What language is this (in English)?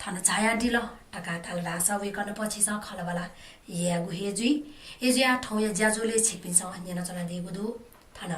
Newari